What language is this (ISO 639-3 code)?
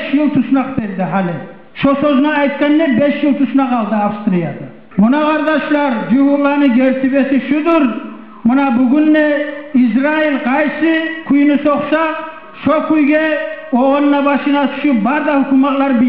kum